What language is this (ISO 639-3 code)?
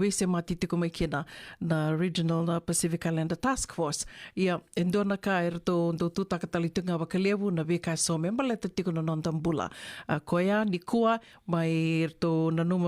fij